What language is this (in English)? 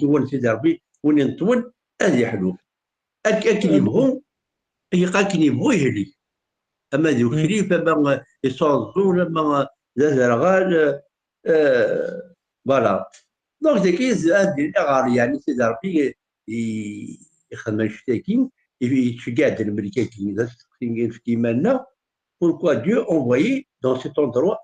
Kabyle